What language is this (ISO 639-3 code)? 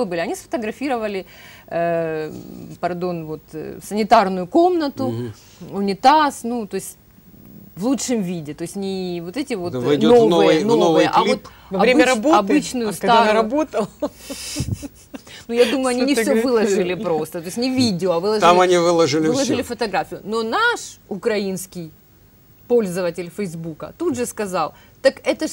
rus